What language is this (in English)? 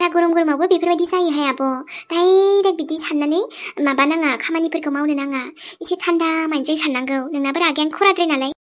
Bodo